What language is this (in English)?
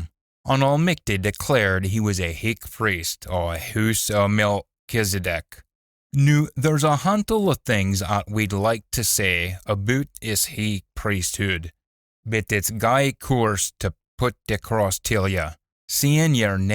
Scots